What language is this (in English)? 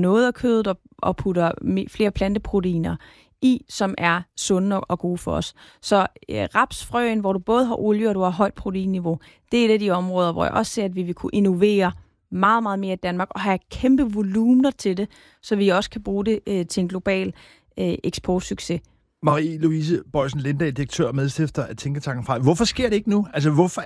Danish